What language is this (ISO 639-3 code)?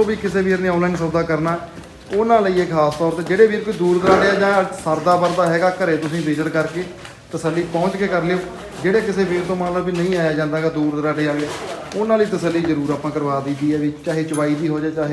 pan